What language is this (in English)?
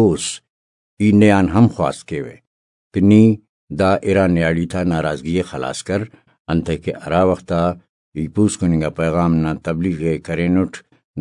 Brahui